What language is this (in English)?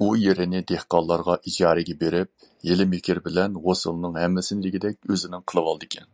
Uyghur